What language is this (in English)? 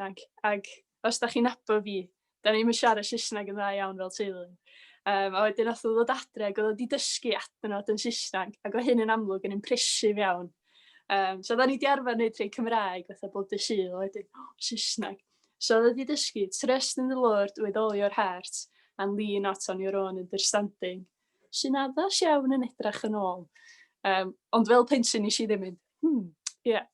Welsh